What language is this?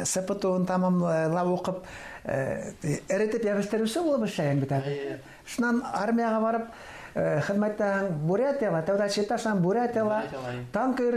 Bashkir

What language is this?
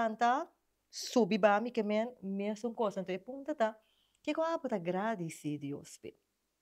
Papiamento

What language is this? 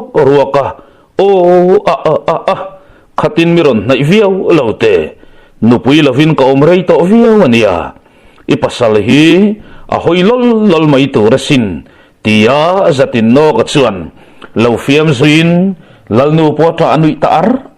Mizo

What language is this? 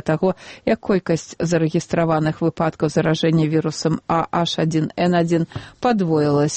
Belarusian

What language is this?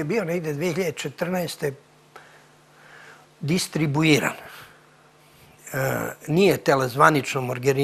Serbian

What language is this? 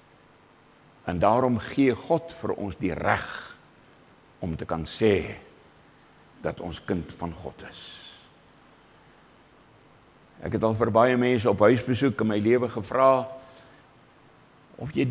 Afrikaans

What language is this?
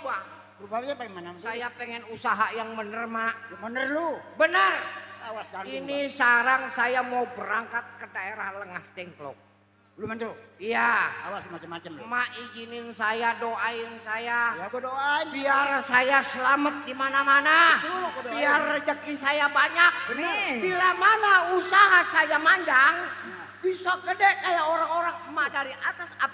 Betawi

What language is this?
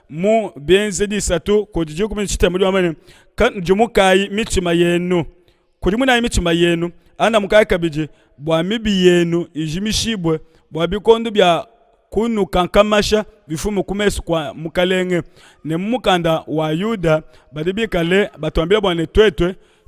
Luba-Lulua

